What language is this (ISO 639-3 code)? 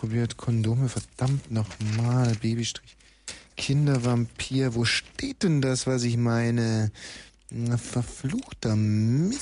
deu